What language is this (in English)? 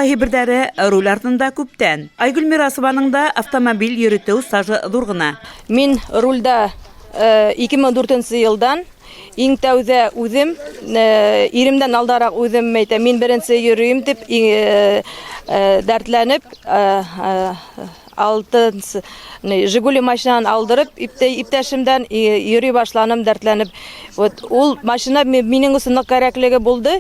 Bashkir